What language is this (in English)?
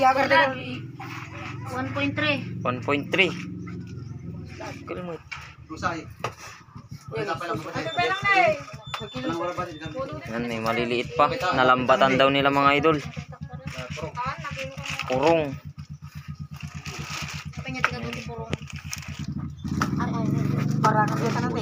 Filipino